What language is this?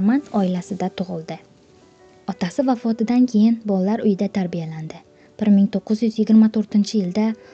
Uzbek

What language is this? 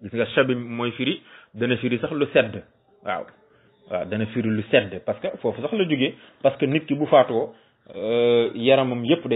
Wolof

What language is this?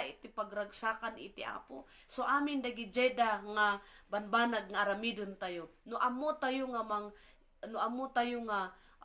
Iloko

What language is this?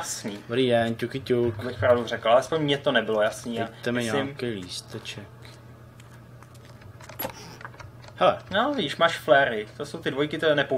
Czech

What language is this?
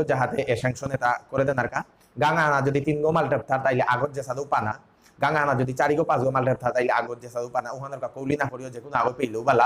Bishnupriya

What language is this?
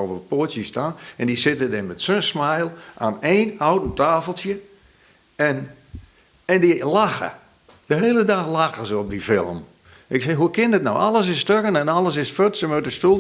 Western Frisian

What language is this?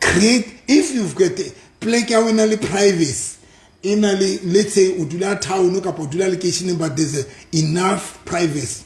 Southern Sotho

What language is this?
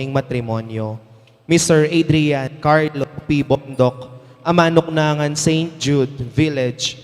Pampanga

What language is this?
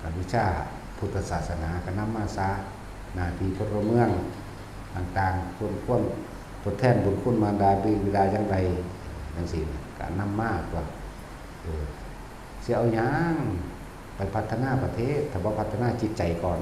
Northeastern Thai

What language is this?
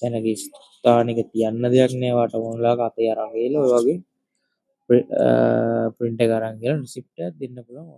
Sinhala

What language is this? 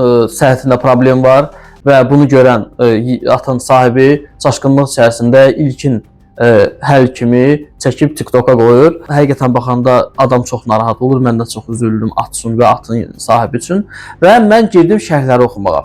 Azerbaijani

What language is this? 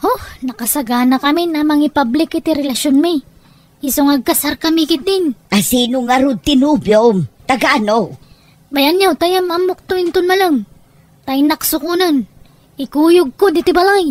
Iloko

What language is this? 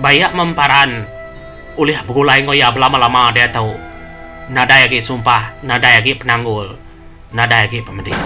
Iban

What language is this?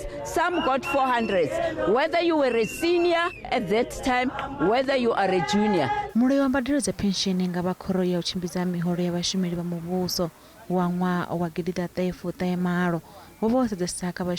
Venda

